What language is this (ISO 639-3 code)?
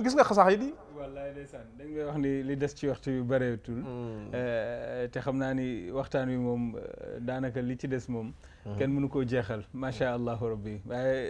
wol